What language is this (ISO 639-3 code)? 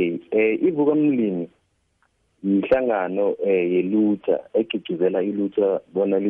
nbl